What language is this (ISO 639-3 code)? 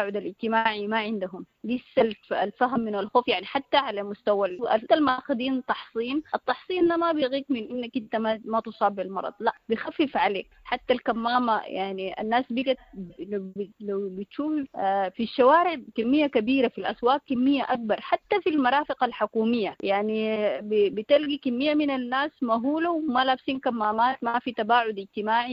apd